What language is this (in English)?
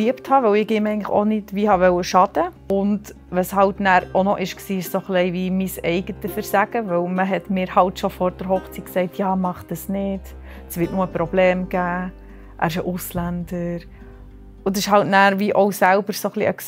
Swiss German